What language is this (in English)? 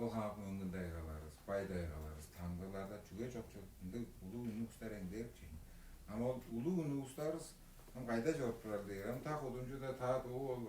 Tuvinian